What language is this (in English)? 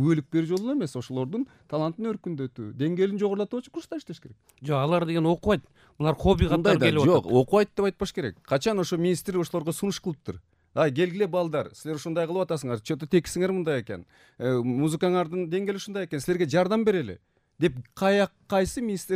Kyrgyz